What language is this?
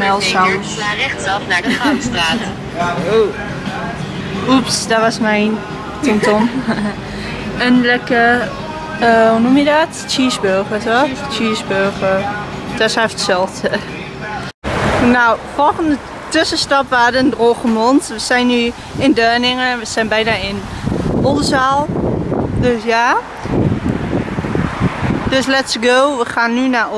Dutch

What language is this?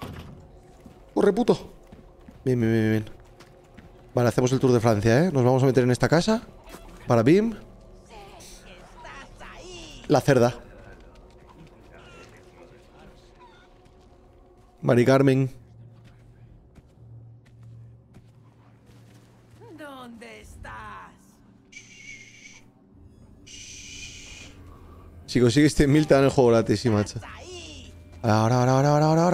Spanish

